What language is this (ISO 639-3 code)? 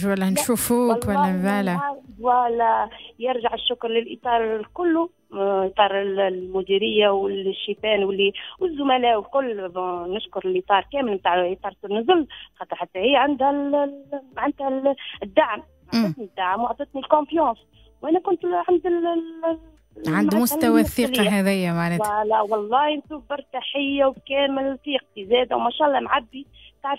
aeb